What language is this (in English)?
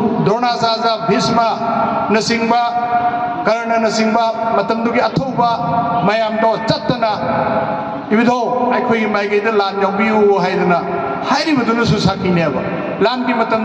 Manipuri